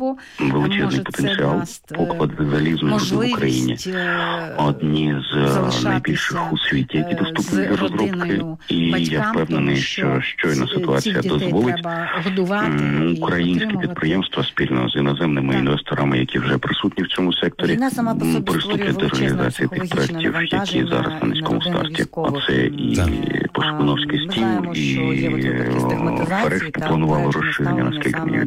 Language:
Ukrainian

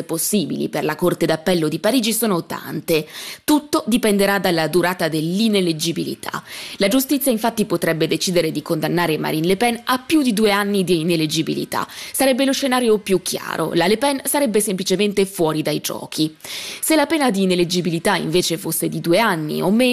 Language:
Italian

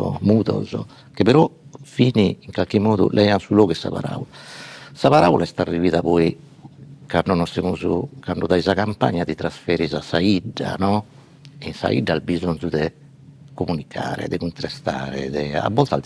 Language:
Sardinian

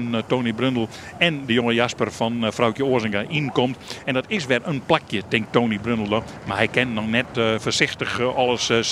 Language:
Western Frisian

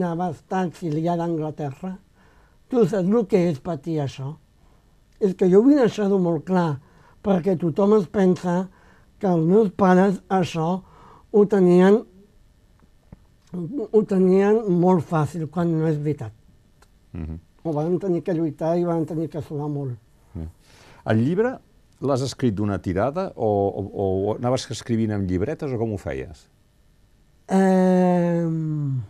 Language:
Catalan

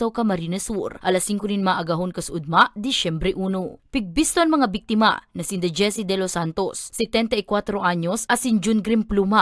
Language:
Bikol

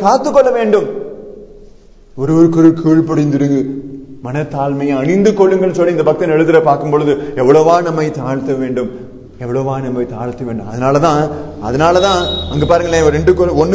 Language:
Tamil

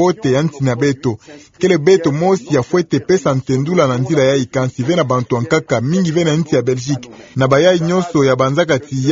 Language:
Kituba (Democratic Republic of Congo)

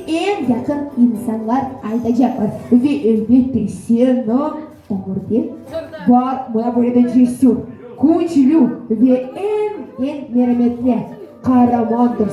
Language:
Crimean Tatar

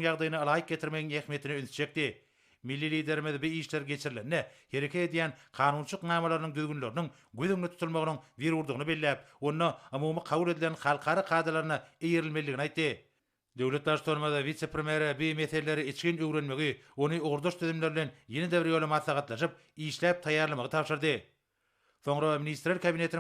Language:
Turkmen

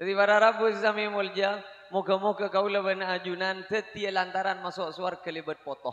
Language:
Madurese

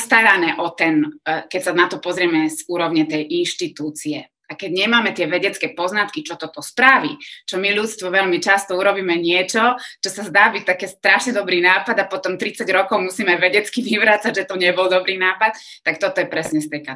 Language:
Slovak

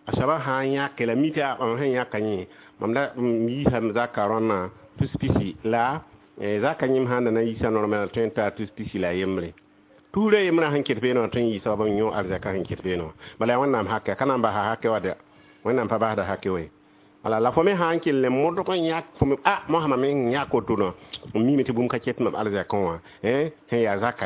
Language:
Mossi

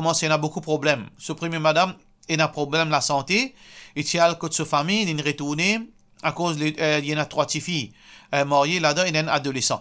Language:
Morisyen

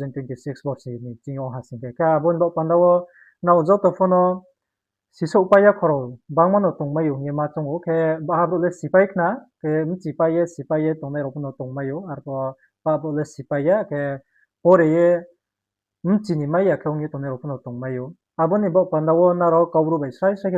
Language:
Riang (India)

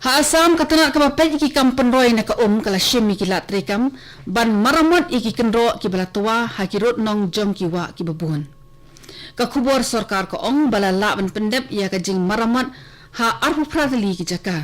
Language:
Khasi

